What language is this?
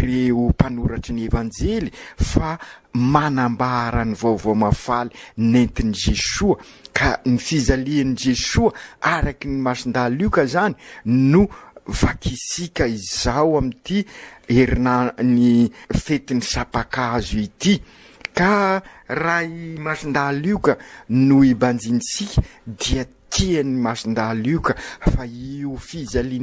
Malagasy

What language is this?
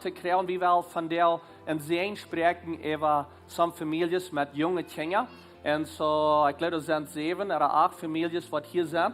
Plautdietsch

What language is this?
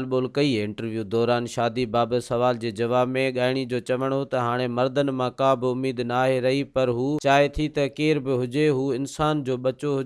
Sindhi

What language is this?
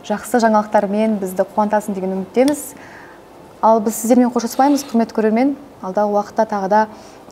Kazakh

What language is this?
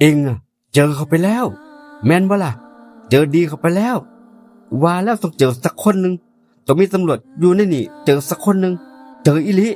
Northeastern Thai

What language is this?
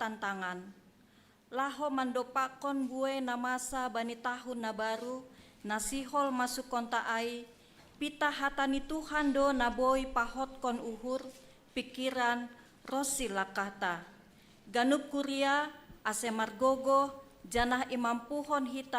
Batak Simalungun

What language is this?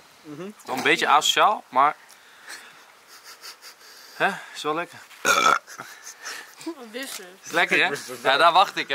Dutch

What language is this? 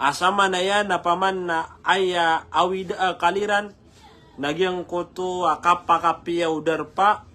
Maranao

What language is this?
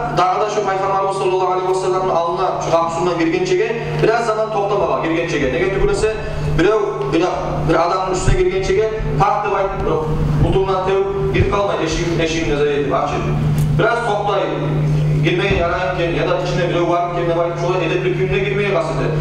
Kumyk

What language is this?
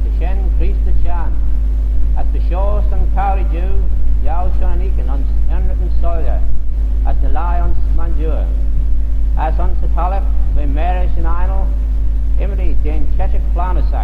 Manx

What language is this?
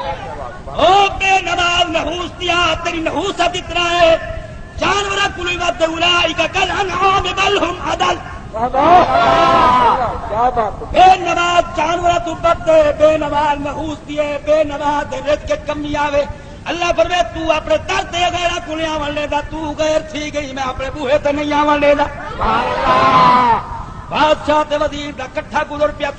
Saraiki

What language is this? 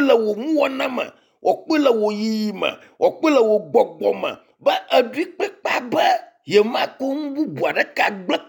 Ewe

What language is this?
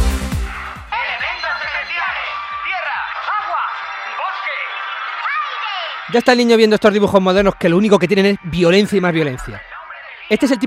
Spanish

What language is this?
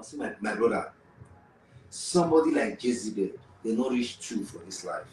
Nigerian Pidgin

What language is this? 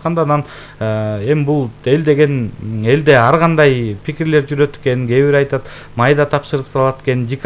Kyrgyz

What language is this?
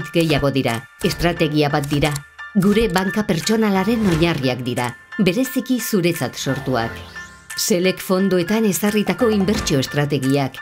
Basque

